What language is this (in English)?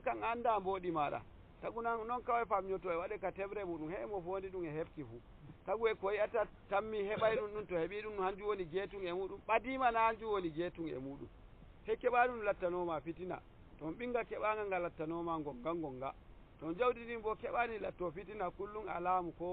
Nigerian Fulfulde